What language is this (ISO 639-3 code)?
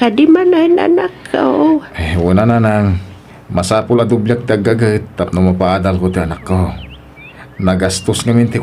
ilo